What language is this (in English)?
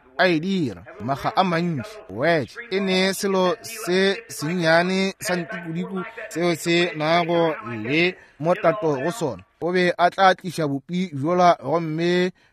Northern Sotho